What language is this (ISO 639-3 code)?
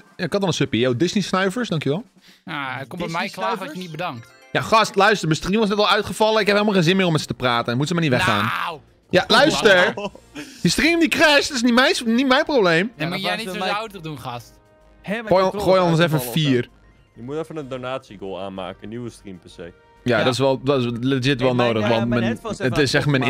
nld